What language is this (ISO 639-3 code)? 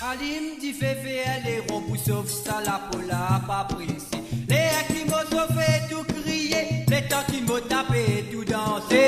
mfe